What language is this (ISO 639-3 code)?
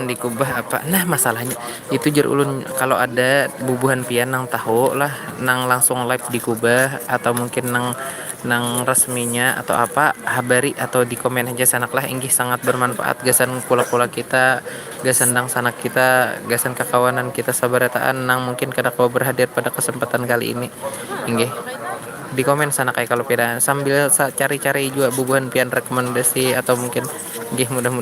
bjn